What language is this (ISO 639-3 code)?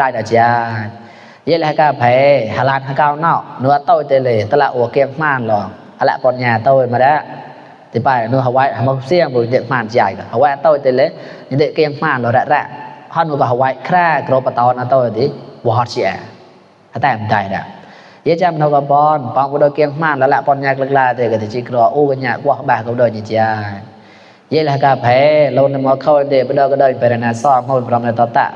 mnw